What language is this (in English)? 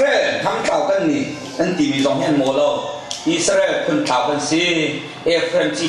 Hakha Chin